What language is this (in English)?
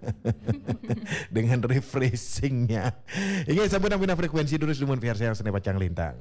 Balinese